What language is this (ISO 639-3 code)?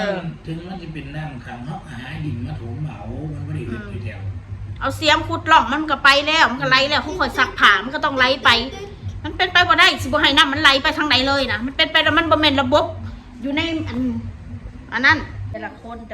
tts